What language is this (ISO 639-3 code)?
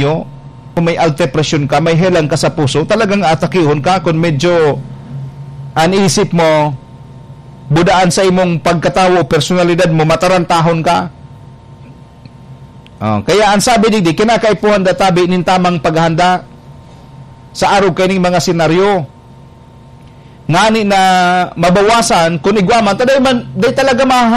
bik